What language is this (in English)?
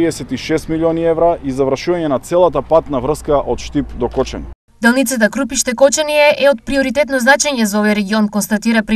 Macedonian